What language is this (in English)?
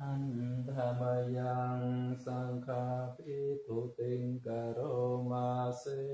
Pali